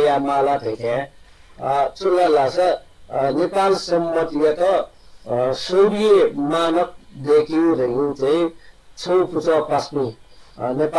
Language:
Newari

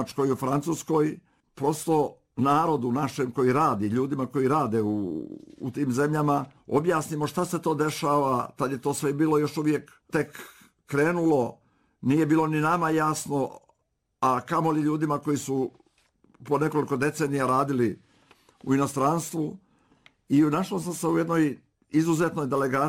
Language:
Bosnian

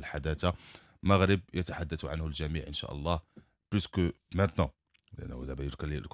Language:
Moroccan Arabic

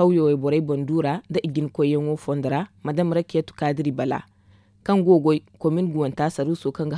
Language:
Zarma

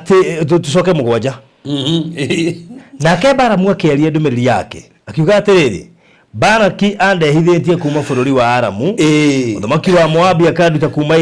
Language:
Kikuyu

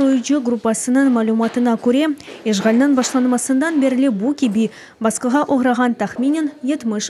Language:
Crimean Tatar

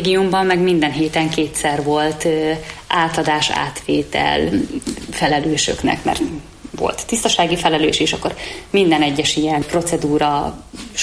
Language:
Hungarian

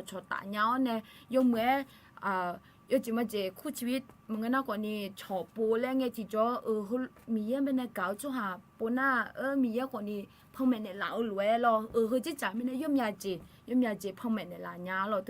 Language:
Akha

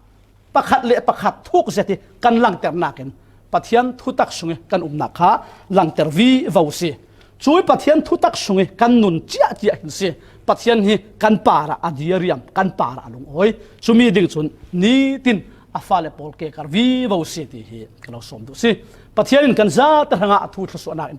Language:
Falam Chin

